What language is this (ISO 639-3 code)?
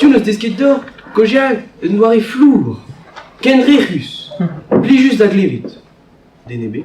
bre